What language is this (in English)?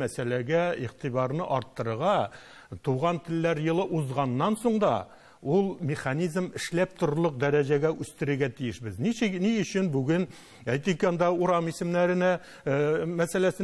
Tatar